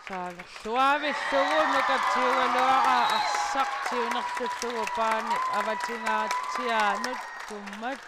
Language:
Kalaallisut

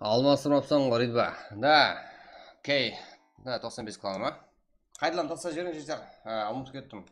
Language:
Kara-Kalpak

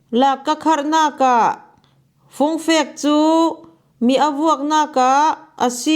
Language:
Falam Chin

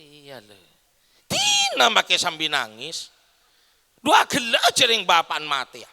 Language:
Madurese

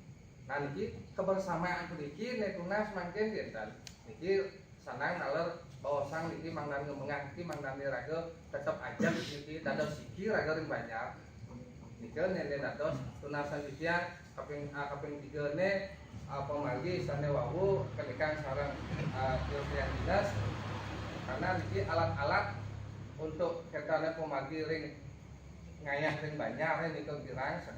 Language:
Balinese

